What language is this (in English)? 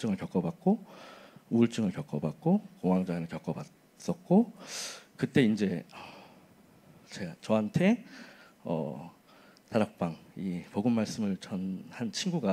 Korean